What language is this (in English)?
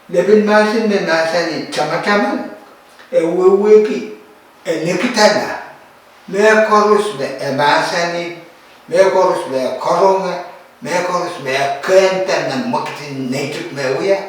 Pohnpeian